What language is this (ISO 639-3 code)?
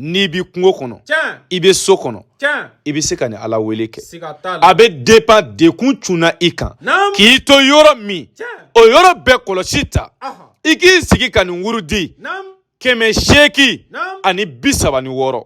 bam